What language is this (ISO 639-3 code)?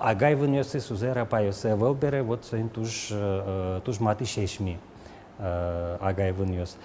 udm